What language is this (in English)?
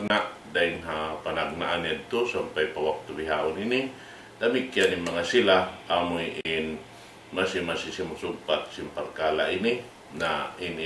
Tausug